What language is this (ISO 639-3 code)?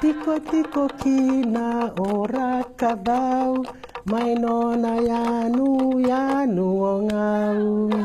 fij